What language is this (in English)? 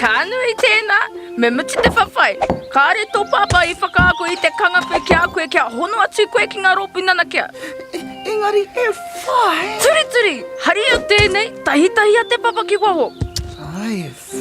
Māori